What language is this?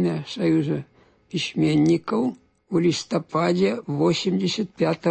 Belarusian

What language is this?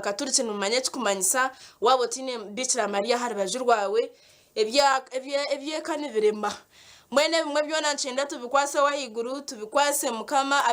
Nyankole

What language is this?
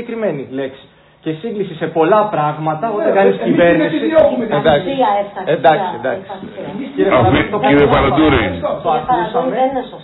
Greek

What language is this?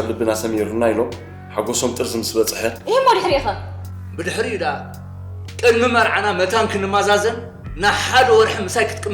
Tigrinya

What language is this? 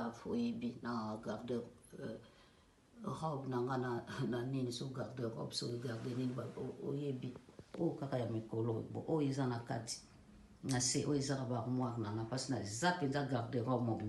Lingala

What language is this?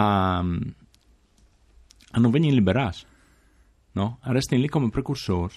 Friulian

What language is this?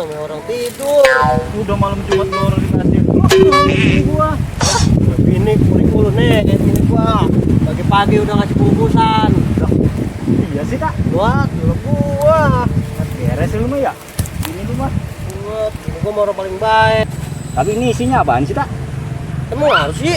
Betawi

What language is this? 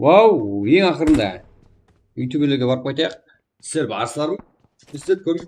Kara-Kalpak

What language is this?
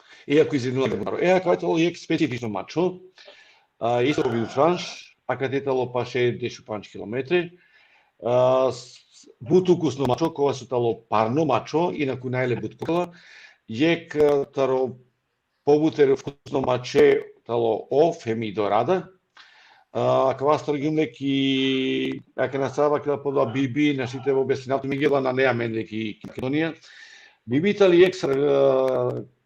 Balkan Romani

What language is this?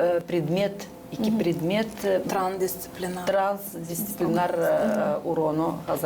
Gagauz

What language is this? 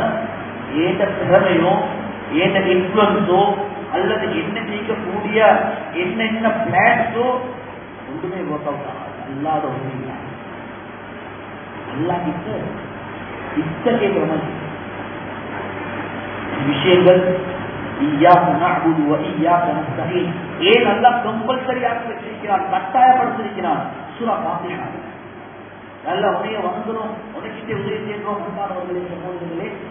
Tamil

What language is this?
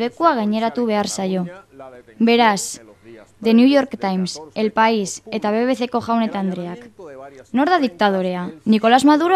Basque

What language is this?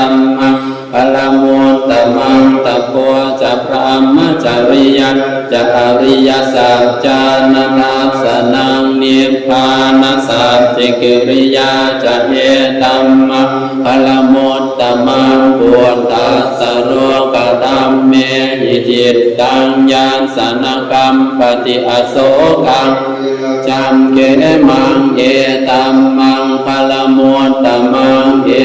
Pali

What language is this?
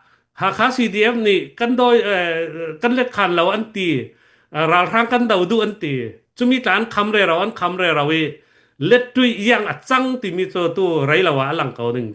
Falam Chin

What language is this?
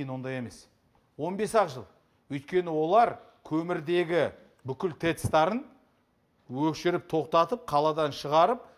Kazakh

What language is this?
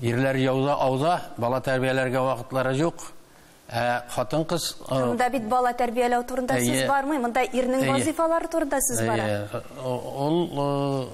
Tatar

